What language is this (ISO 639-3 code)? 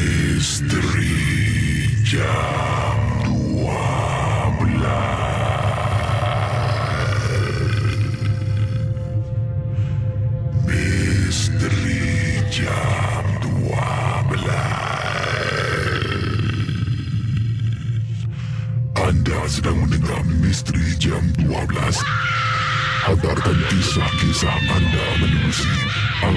msa